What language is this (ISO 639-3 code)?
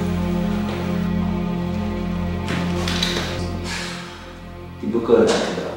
afr